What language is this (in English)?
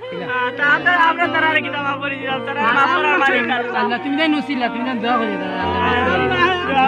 Sylheti